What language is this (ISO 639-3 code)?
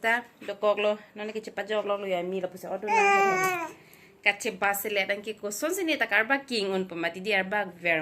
mjw